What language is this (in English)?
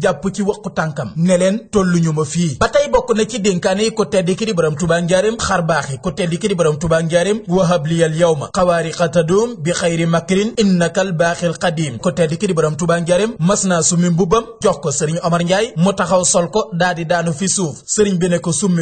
Wolof